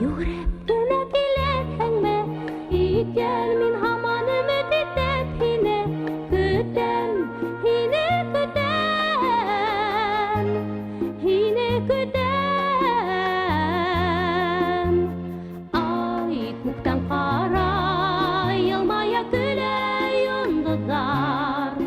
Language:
Bashkir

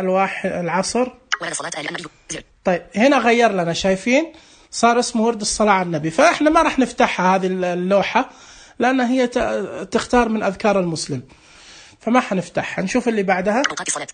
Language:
Najdi Arabic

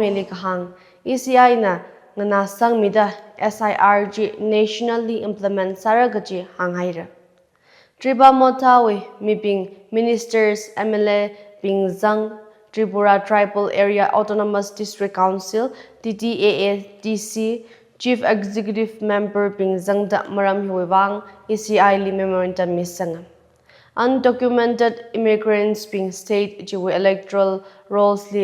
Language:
Tangkhul Naga (India)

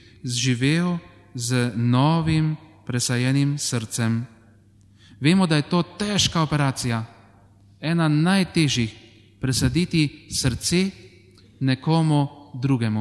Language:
Slovenian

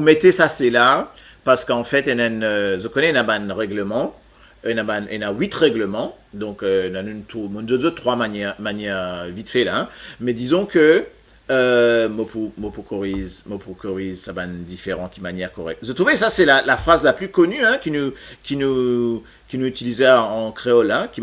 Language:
Morisyen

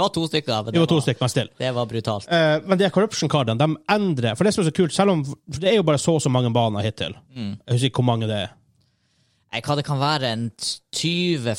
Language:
Norwegian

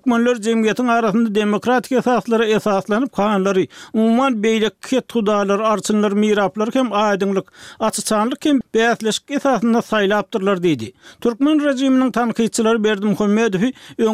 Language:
Turkmen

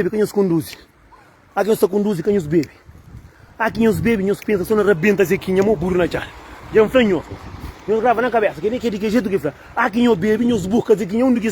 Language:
Kabuverdianu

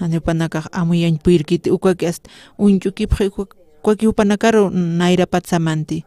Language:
Aymara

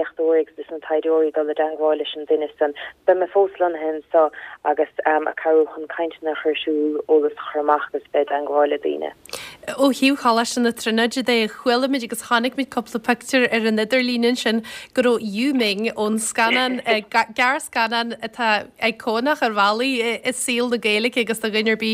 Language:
Irish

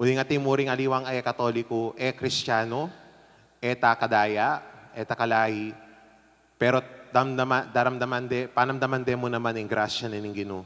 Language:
Pampanga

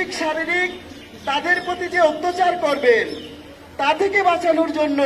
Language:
Bangla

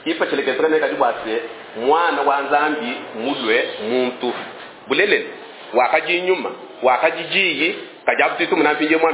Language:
Luba-Lulua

